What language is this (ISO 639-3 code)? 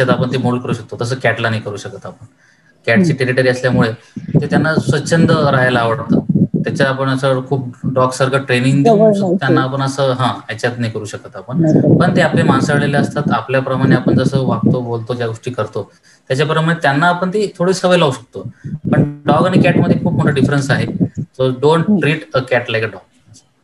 mar